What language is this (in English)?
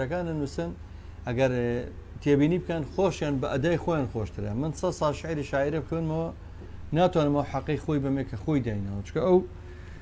Central Kurdish